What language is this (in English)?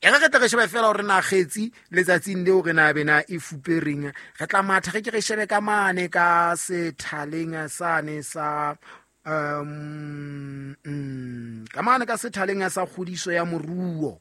Southern Sotho